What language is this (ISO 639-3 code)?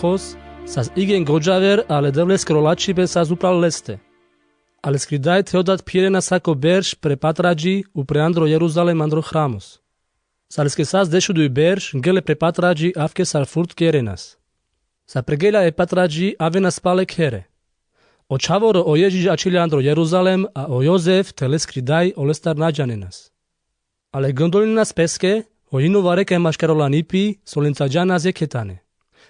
rmc